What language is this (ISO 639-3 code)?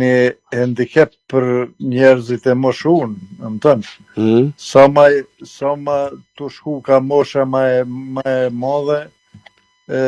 sqi